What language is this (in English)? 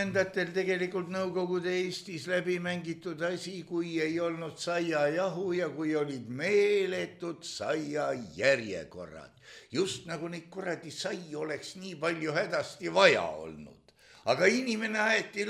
Estonian